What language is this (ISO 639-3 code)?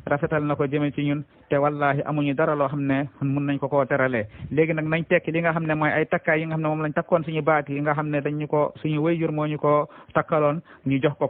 wol